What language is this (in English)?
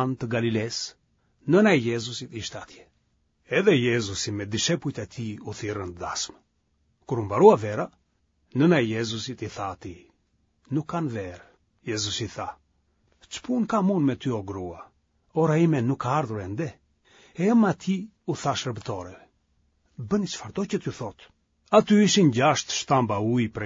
Albanian